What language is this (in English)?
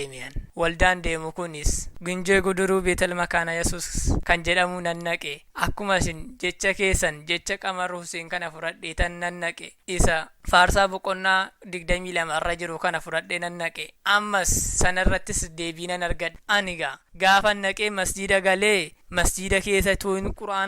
Oromo